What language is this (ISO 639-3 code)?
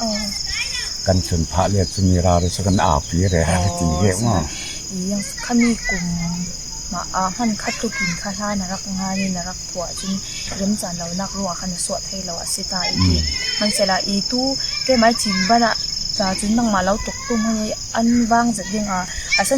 cfm